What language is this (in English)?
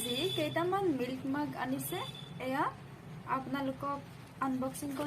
Assamese